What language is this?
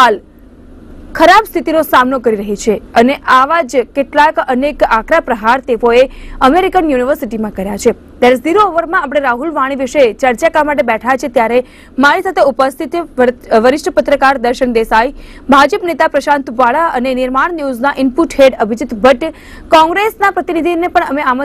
Gujarati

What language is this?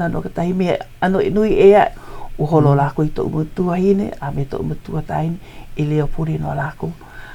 Hawaiian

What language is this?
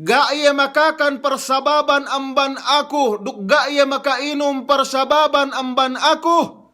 Yakan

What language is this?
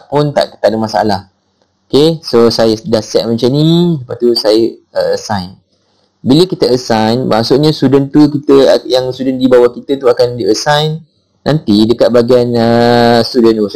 Malay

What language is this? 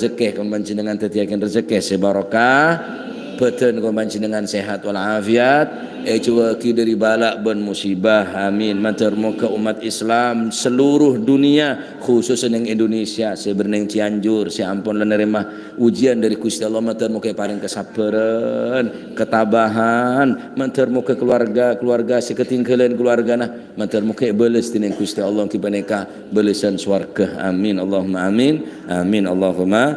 Madurese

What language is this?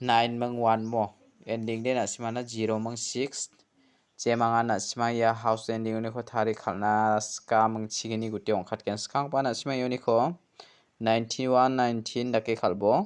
Garo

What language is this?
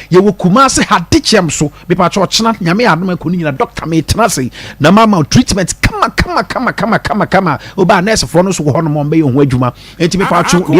Akan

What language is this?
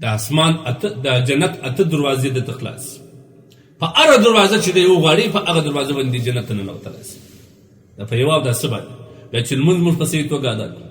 Pashto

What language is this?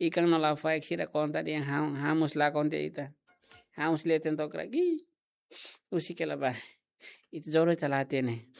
Tetum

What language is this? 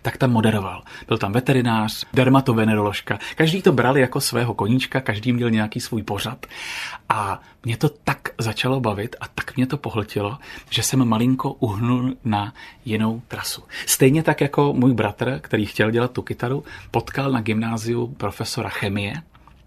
Czech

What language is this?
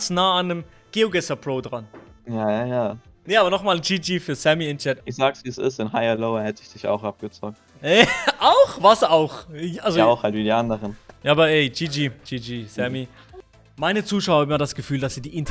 Swiss German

